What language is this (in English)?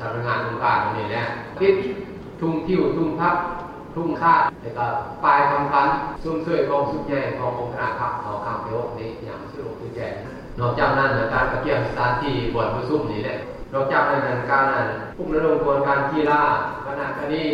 Lao